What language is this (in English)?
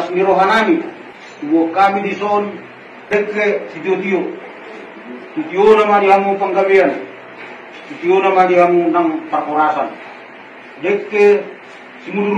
Batak Toba